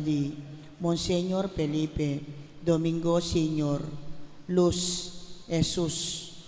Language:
Pampanga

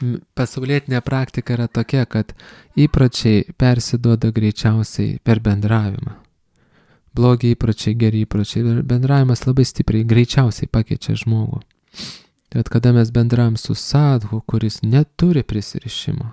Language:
Lithuanian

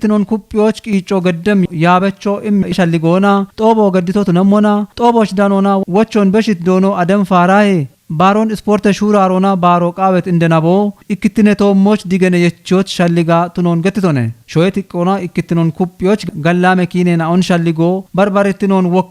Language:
Kafa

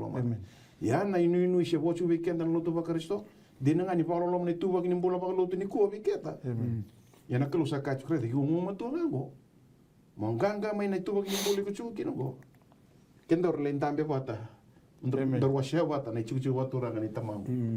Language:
Fijian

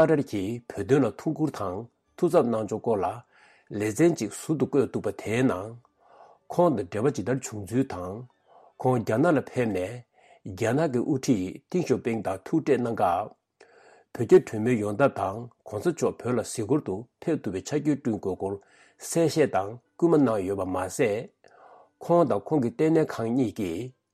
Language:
Tibetan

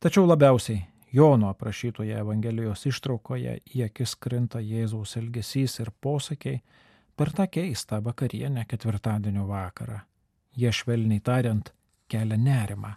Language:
Lithuanian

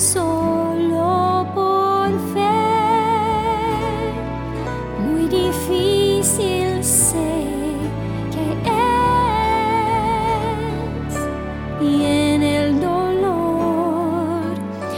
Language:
Spanish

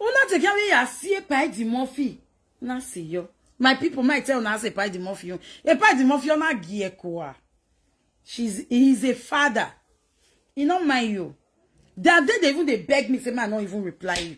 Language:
Nigerian Pidgin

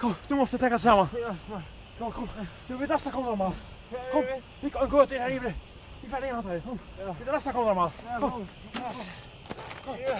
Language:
Faroese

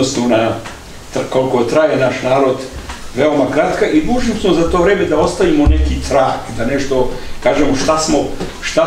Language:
Serbian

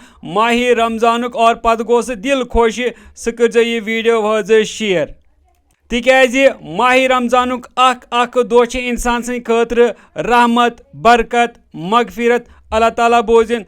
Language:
Kashmiri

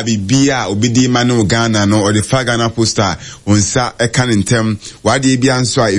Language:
Akan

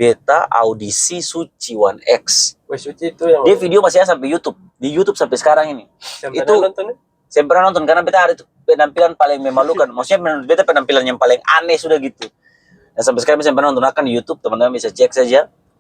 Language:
Ambonese Malay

